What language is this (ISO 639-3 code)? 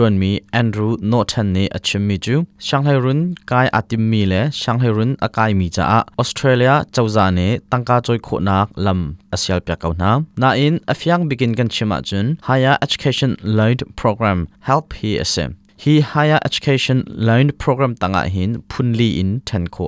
cnh